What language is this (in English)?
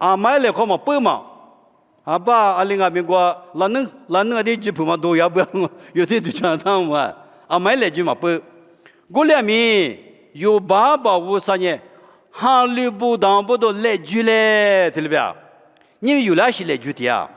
Lisu